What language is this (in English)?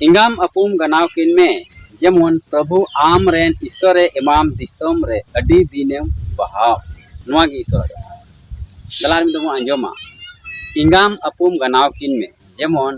Santali